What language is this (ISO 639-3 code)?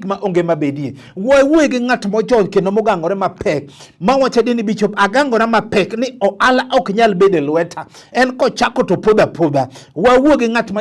luo